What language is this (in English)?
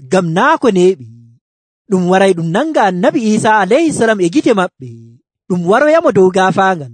Nigerian Fulfulde